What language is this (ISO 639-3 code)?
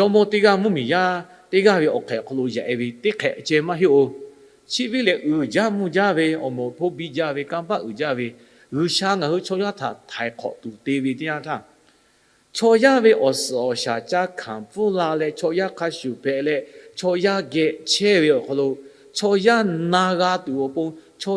lhu